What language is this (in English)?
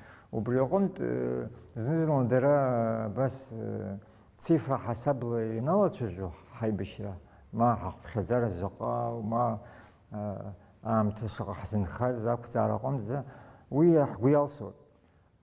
Abkhazian